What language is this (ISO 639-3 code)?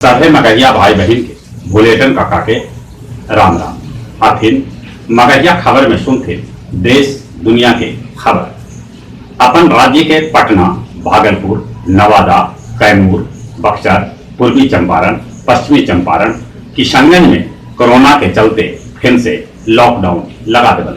mag